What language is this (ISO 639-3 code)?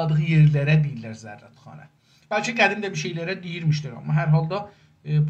azb